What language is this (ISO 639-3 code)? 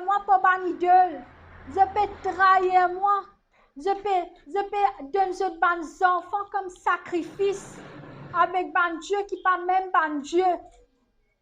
mfe